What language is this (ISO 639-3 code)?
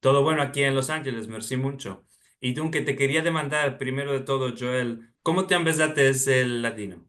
lad